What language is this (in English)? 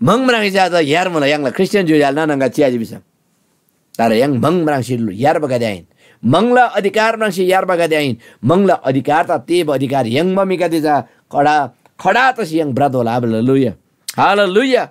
Eastern Tamang